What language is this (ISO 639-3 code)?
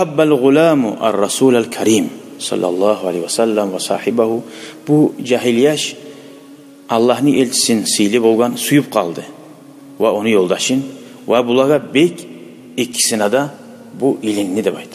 kum